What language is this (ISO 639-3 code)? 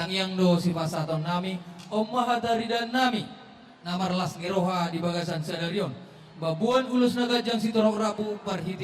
bbc